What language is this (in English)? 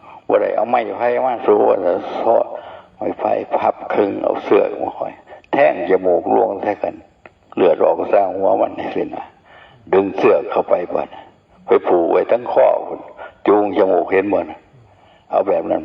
Northeastern Thai